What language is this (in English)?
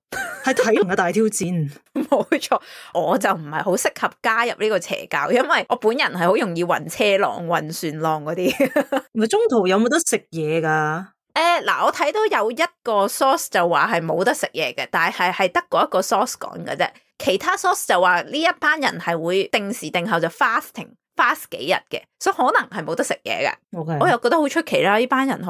Cantonese